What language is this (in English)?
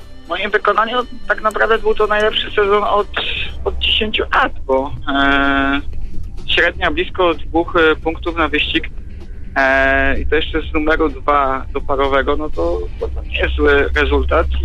Polish